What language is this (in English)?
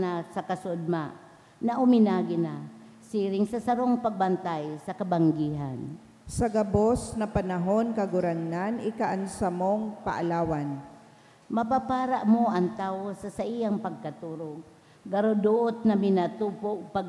Bikol